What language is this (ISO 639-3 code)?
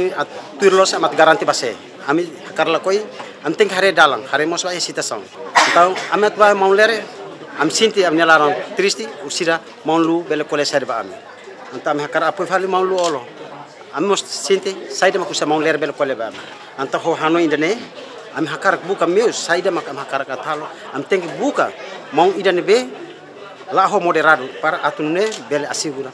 tet